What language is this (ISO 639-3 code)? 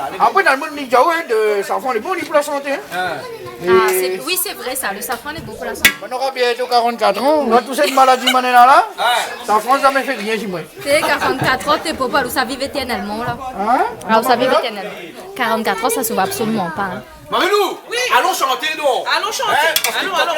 rcf